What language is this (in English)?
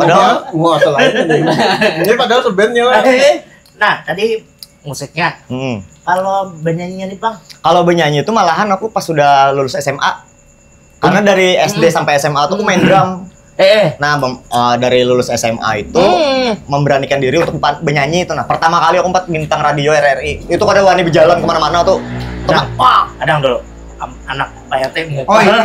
Banjar